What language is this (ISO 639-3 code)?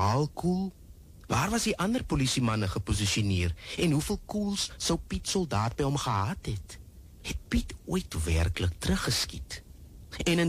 afr